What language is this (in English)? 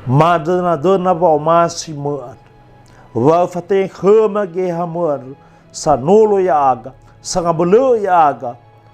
Nias